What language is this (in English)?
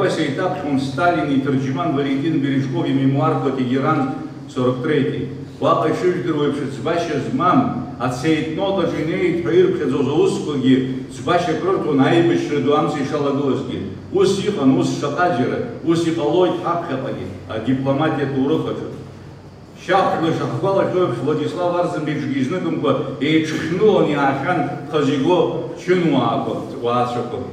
Abkhazian